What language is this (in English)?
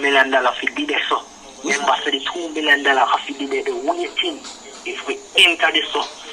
Jamaican Creole English